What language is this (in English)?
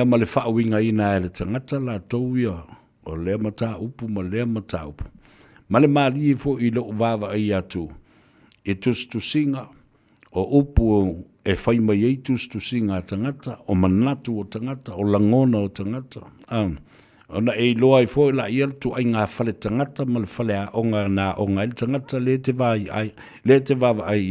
Samoan